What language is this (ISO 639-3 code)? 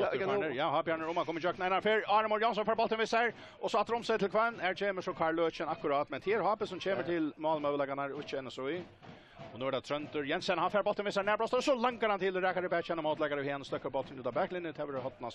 fao